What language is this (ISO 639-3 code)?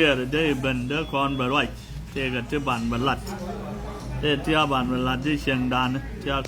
nus